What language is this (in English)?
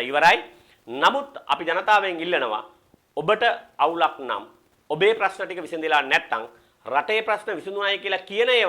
Sinhala